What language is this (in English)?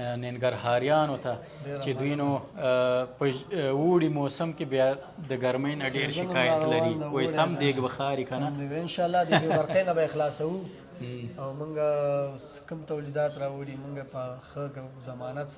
Pashto